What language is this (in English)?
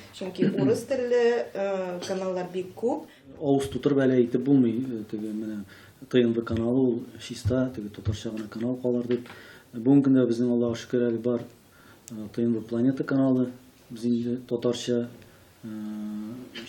Tatar